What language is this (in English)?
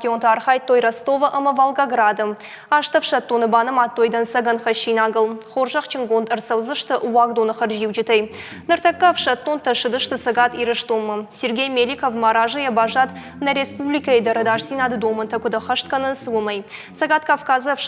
Ossetic